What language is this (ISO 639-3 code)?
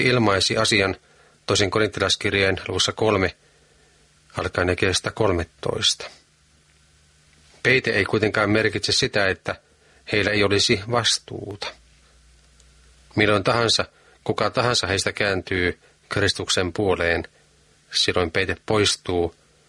fin